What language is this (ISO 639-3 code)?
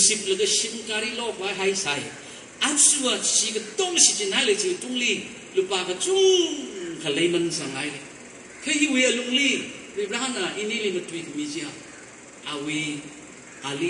nmf